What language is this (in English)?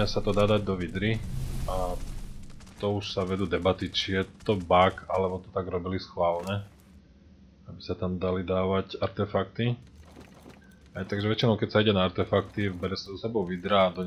Slovak